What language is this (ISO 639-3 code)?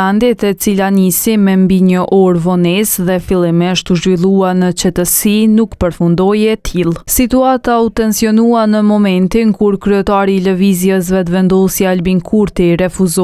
sqi